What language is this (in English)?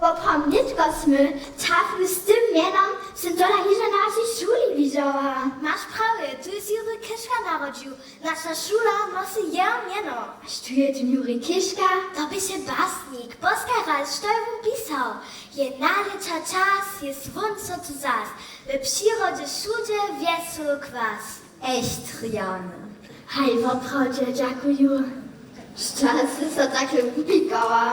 Upper Sorbian